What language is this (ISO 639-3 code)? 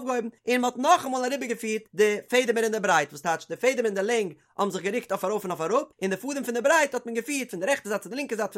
yid